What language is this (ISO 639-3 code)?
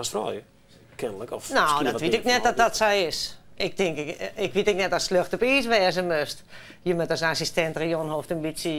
fry